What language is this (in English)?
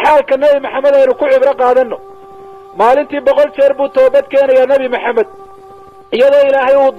Somali